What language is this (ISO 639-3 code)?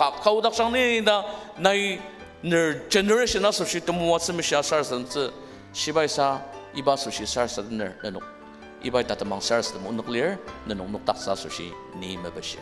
njo